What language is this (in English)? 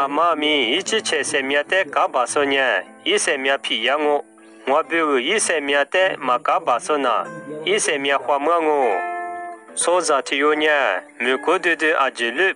Lisu